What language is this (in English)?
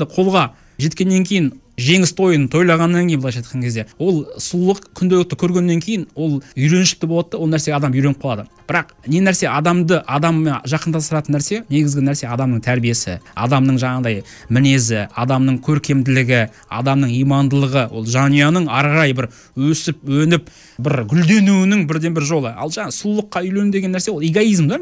Kazakh